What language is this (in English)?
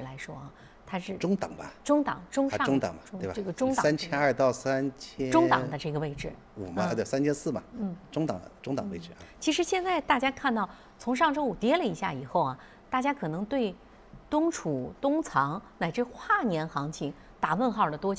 Chinese